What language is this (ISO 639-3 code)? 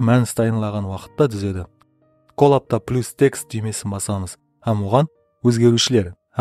kaa